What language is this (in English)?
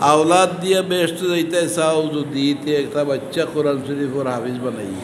Sylheti